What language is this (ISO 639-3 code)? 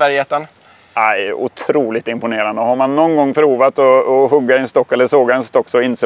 swe